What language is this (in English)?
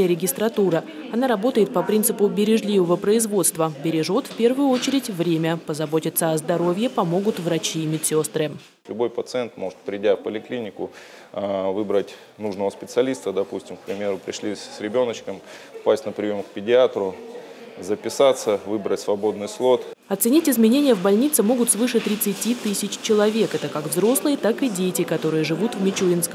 Russian